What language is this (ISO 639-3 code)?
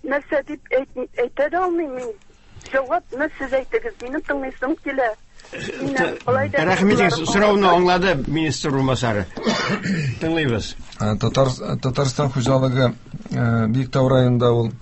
tat